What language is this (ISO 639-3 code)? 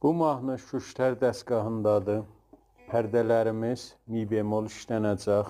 azb